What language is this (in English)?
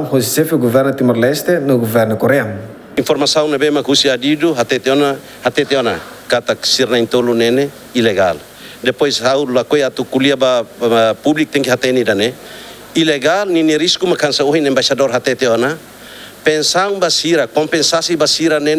Tetum